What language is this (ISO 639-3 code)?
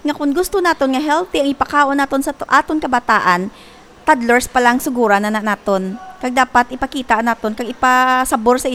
hil